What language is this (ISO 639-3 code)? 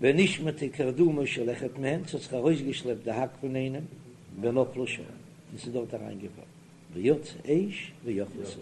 yid